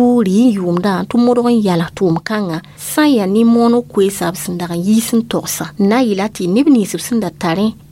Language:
Mossi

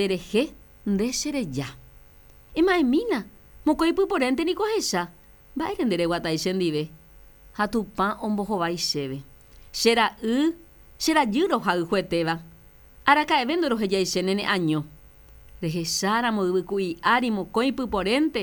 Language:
Guarani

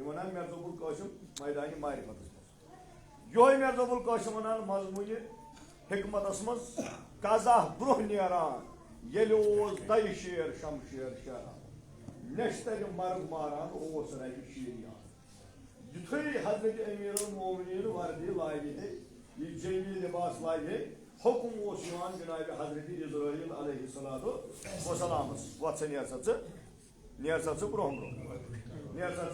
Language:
Kashmiri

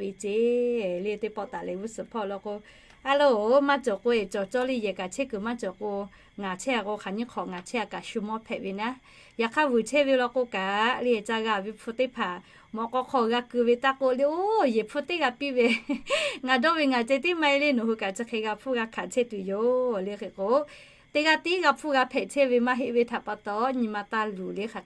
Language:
Lahu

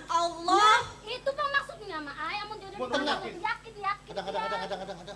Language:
Banjar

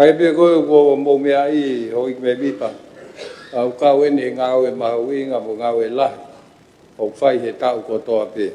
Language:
Tongan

